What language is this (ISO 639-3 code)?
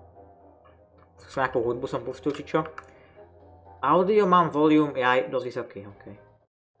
slk